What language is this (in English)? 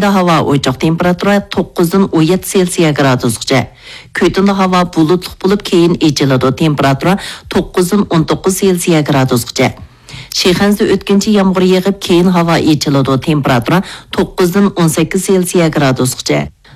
Uyghur